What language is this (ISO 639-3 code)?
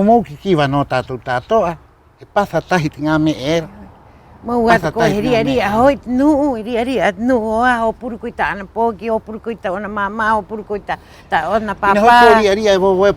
rap